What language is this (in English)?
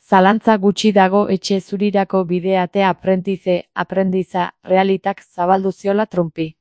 Basque